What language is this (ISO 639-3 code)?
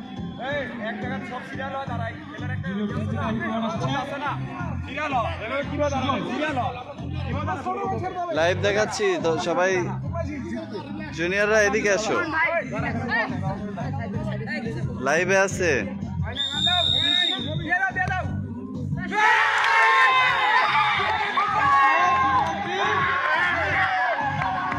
ben